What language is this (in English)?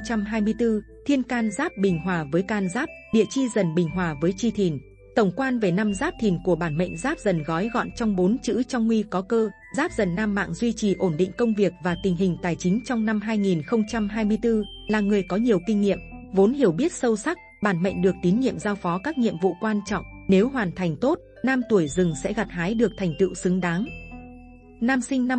Vietnamese